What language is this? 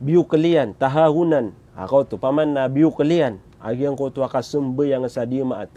Maranao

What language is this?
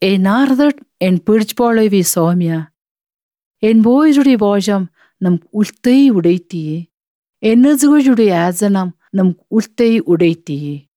Kyrgyz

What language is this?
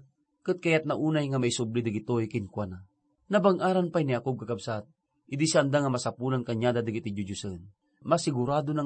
Iloko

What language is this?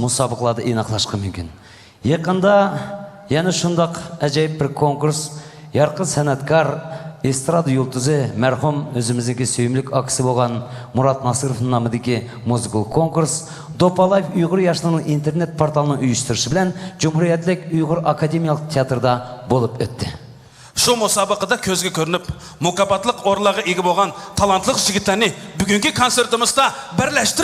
Uyghur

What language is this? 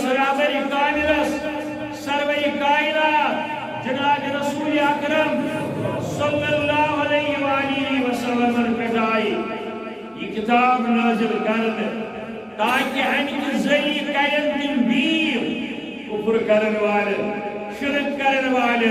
Kashmiri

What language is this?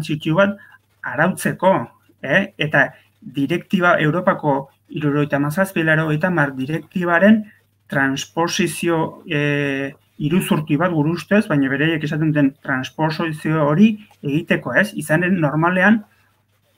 Basque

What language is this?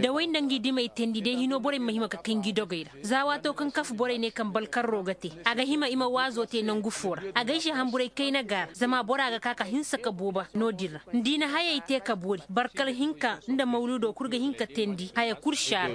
Zarma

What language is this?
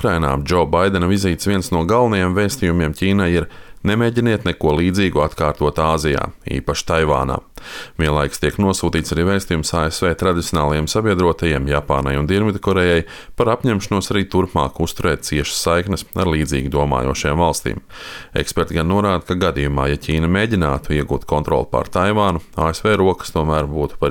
Latvian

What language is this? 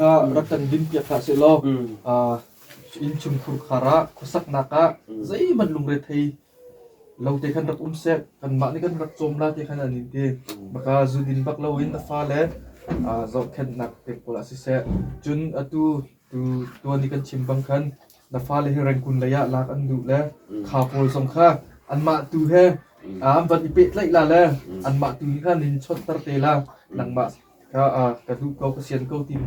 Hakha Chin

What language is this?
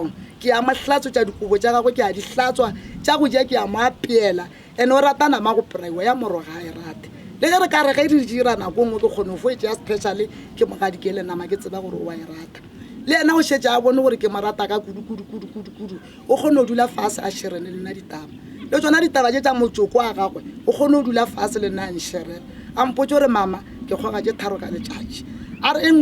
Northern Sotho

